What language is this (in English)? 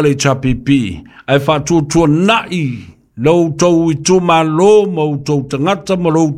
Samoan